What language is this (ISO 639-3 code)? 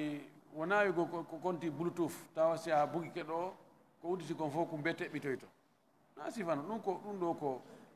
ful